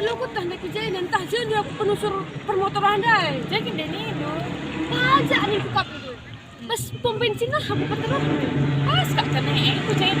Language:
Batak Karo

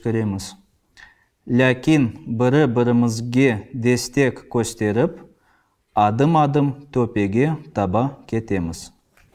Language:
Crimean Tatar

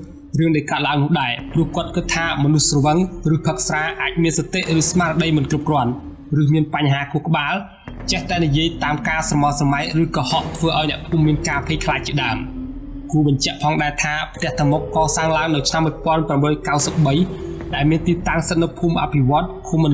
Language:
Khmer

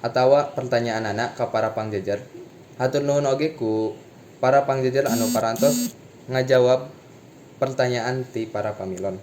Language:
Sundanese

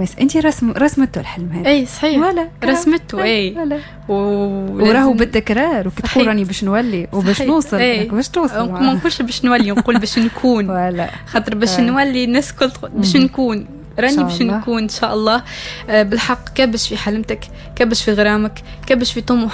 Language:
Tunisian Arabic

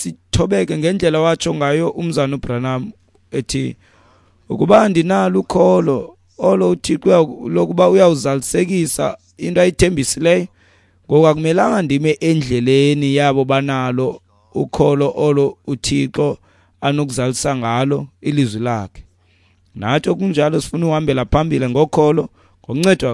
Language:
Xhosa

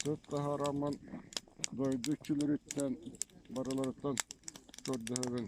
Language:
Yakut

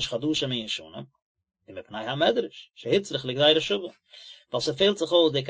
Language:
Yiddish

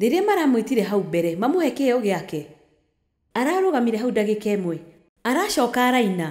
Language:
Kikuyu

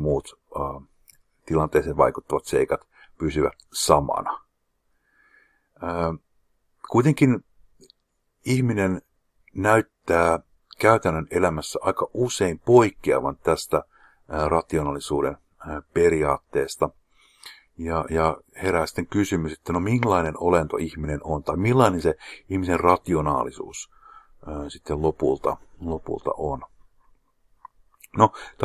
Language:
Finnish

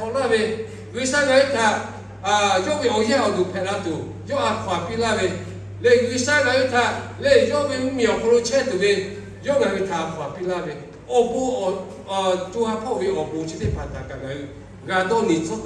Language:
Lahu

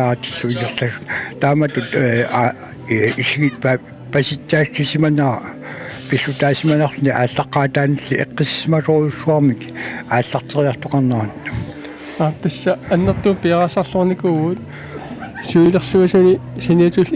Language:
Kalaallisut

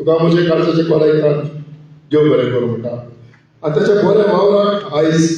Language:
Konkani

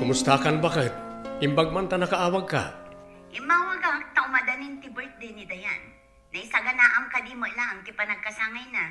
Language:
Iloko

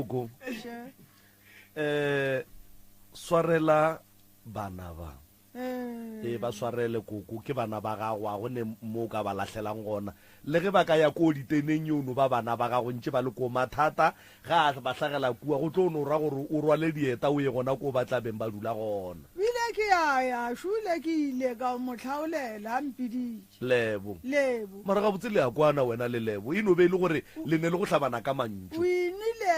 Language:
Northern Sotho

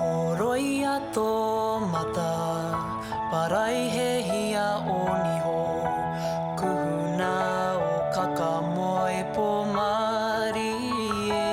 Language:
Māori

